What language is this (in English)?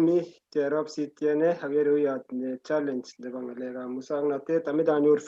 Kalenjin